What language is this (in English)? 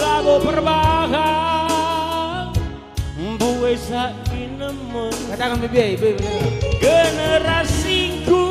Batak Karo